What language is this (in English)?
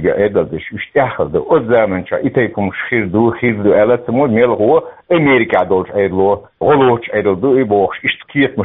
Chechen